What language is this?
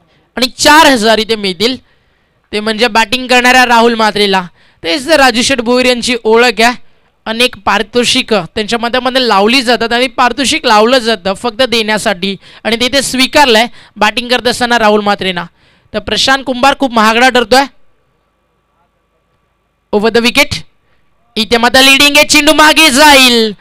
Marathi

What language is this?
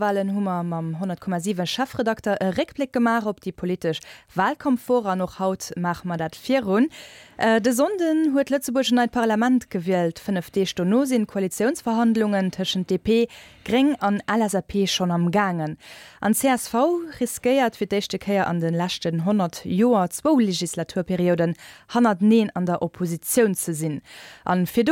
Luxembourgish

